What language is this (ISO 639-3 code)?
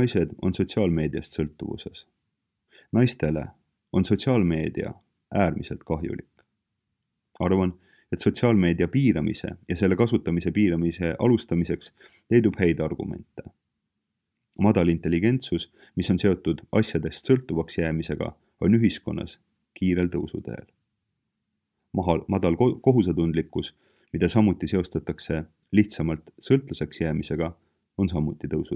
est